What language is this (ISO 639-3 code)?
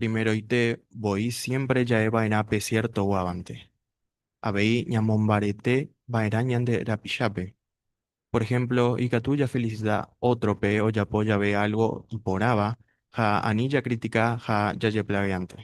grn